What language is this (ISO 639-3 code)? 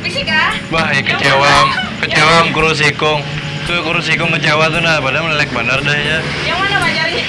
bjn